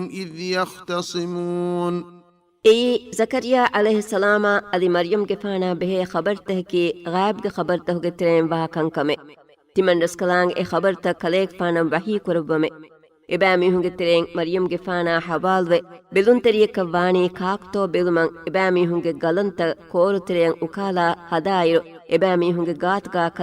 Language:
Divehi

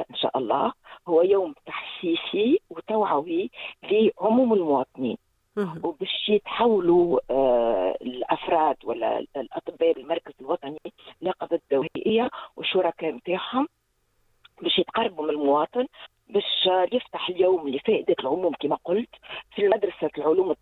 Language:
Tunisian Arabic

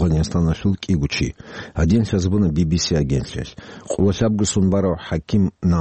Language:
Avaric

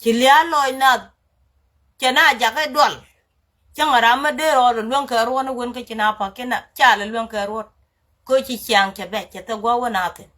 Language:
Nuer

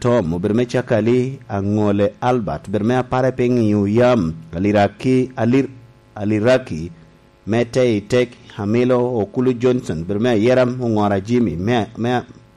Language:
Lango (Uganda)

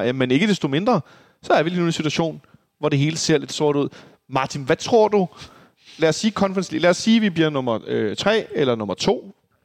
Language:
Danish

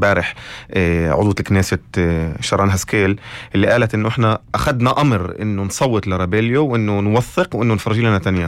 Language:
North Levantine Arabic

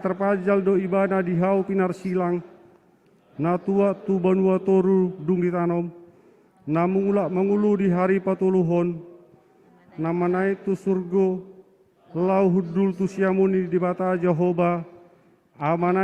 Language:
Batak Toba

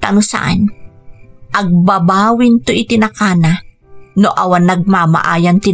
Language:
Iloko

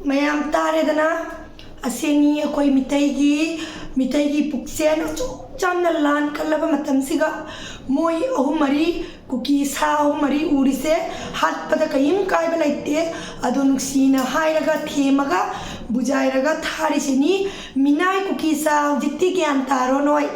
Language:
Manipuri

